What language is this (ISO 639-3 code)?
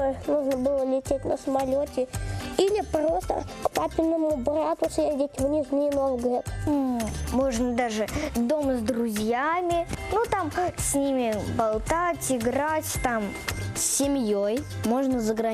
rus